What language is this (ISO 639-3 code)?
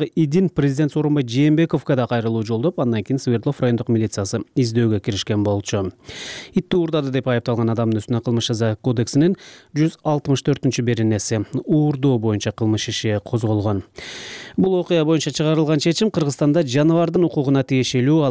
kir